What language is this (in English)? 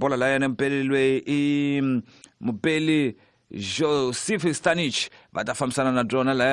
Tsonga